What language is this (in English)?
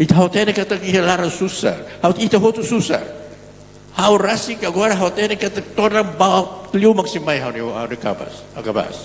Tetum